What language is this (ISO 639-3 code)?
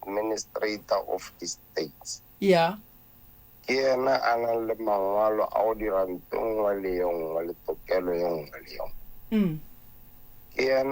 nso